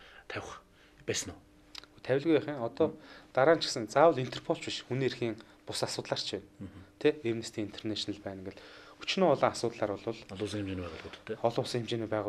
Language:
Mongolian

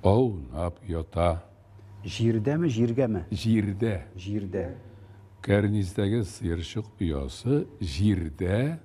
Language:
Tatar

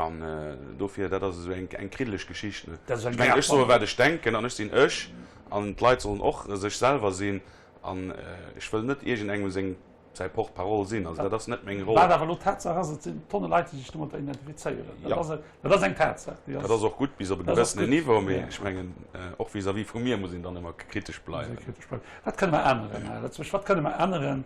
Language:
Luxembourgish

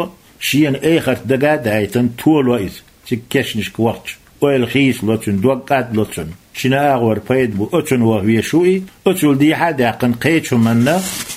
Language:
Chechen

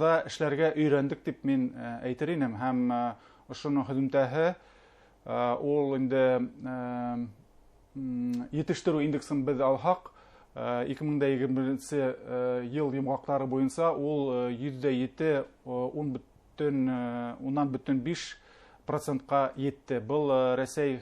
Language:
Bashkir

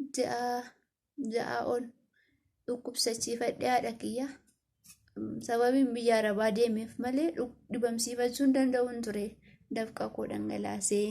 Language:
Oromo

